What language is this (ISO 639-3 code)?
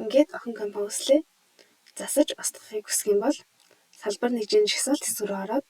mon